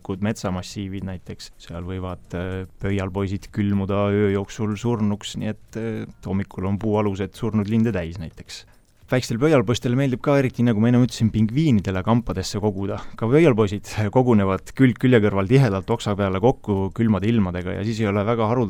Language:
Estonian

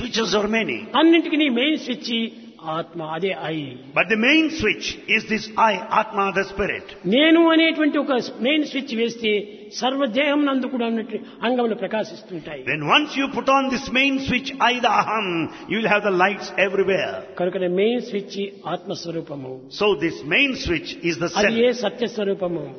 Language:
Telugu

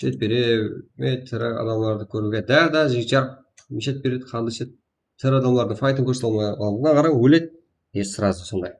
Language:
Kara-Kalpak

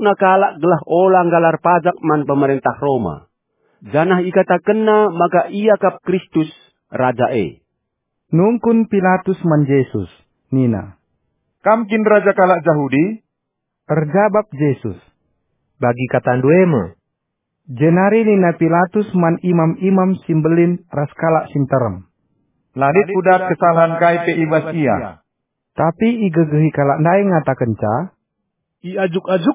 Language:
Batak Karo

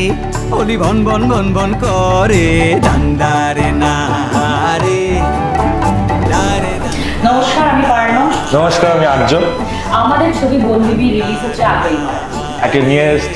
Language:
Bangla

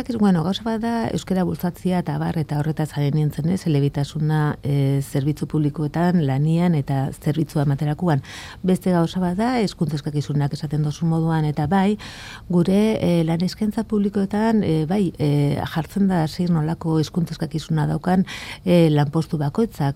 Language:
Basque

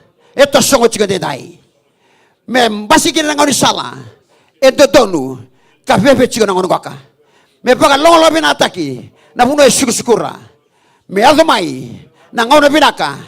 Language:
Fijian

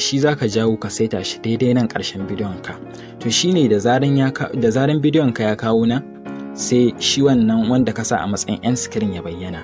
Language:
Hausa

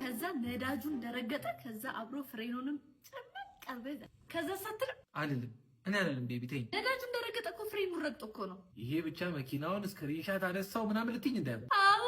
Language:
Amharic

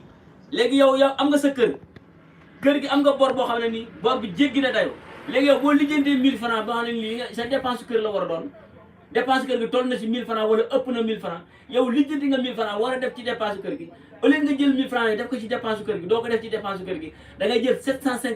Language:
Wolof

